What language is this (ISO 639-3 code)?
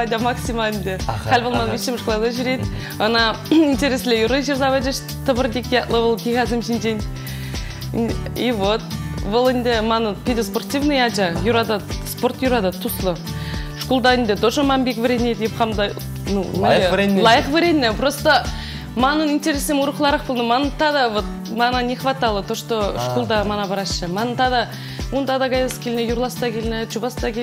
chv